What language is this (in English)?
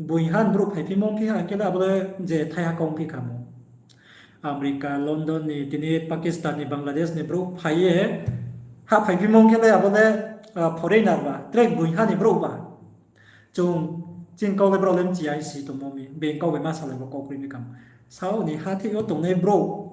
Riang (India)